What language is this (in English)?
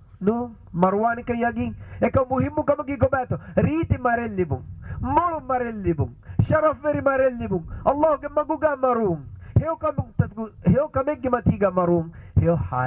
Divehi